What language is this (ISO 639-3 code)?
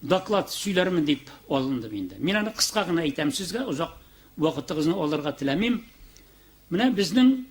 tat